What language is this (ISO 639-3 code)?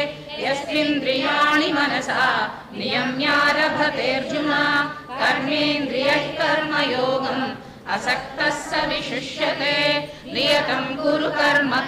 san